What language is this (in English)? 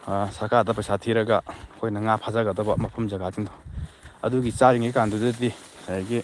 Manipuri